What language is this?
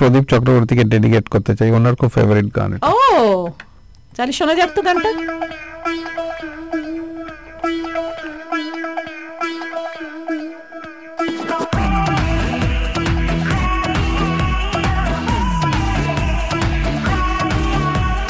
Bangla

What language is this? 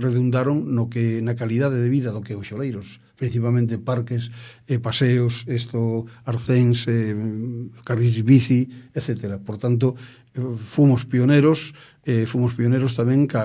Galician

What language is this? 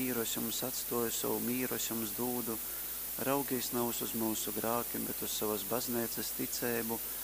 Latgalian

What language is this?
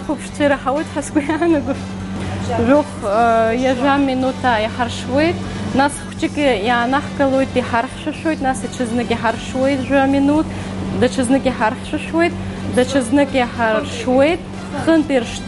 Abkhazian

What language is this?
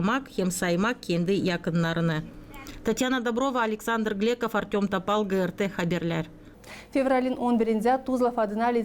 Gagauz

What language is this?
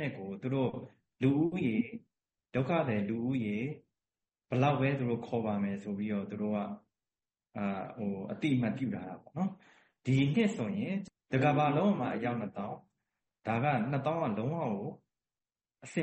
Burmese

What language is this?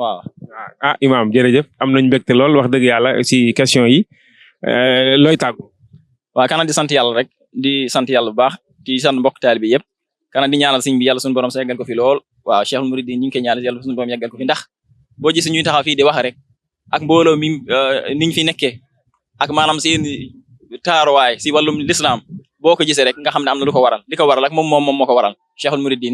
Wolof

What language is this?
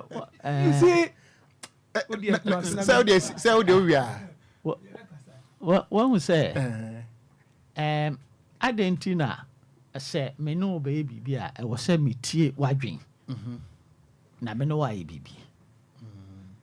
Akan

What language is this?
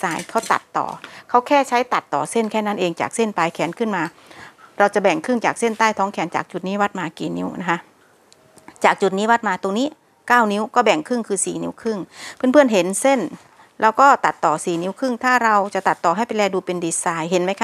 Thai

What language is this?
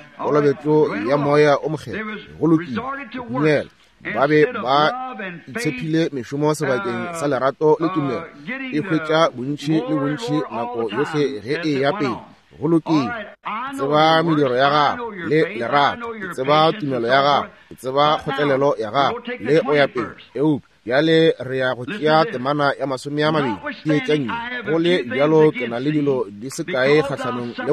Northern Sotho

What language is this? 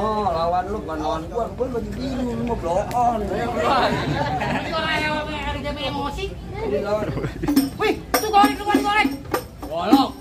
Betawi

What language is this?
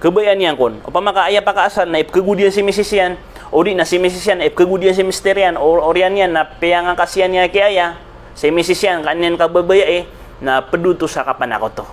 Maranao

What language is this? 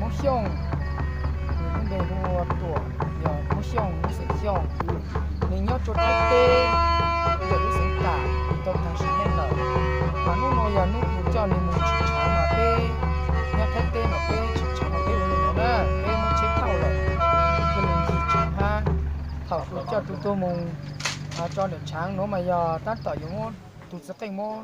Hmong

